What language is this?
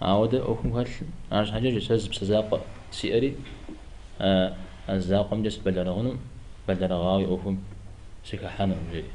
Kabardian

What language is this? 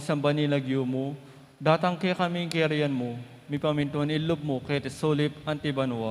Pampanga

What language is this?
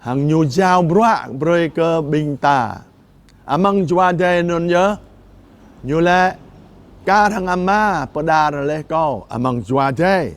Jarai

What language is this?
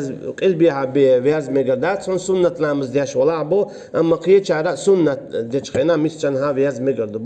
Chechen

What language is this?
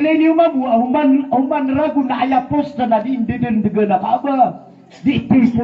Maranao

